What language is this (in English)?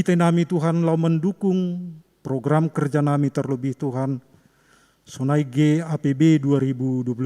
Batak Simalungun